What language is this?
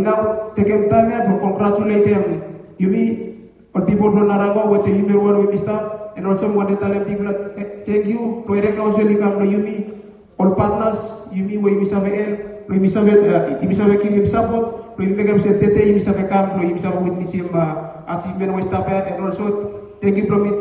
Bislama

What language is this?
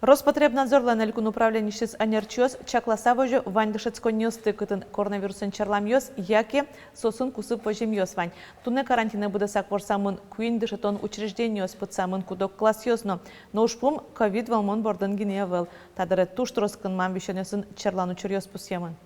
Udmurt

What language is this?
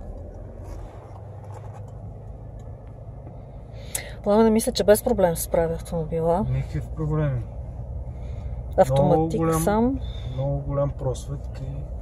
Bulgarian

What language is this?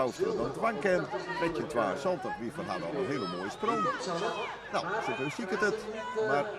Western Frisian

